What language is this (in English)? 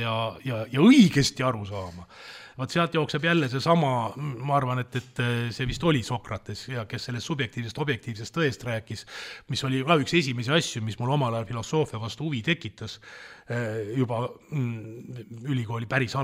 Estonian